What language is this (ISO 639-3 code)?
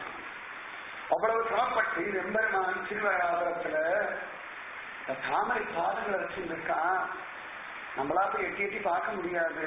tam